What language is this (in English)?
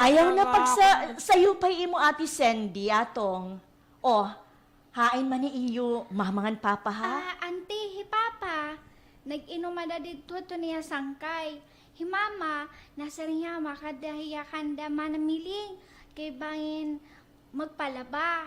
Waray